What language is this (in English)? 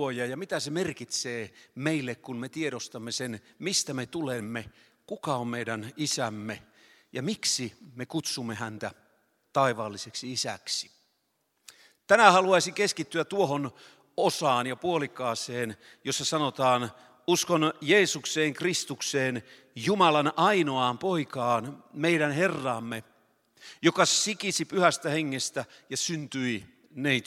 Finnish